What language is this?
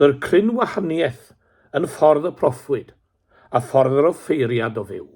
Welsh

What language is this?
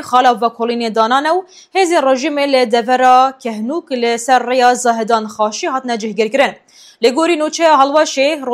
Kurdish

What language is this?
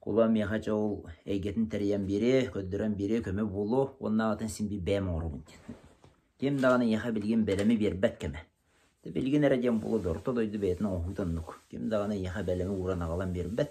Yakut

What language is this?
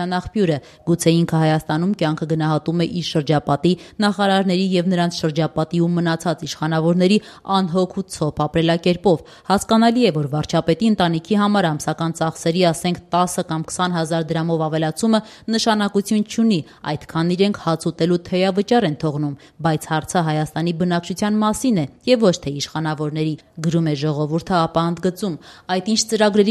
Armenian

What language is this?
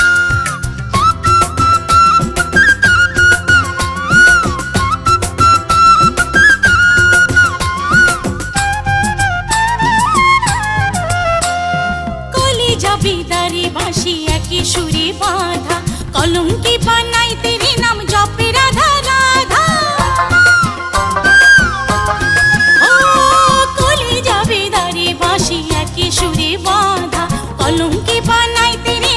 Bangla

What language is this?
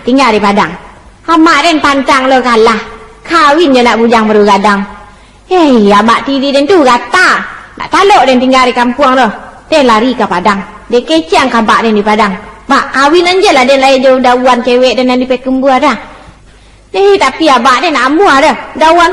Minangkabau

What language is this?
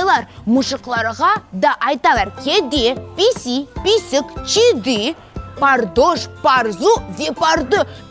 Crimean Tatar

